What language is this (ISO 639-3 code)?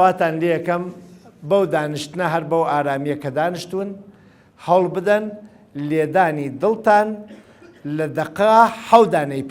ckb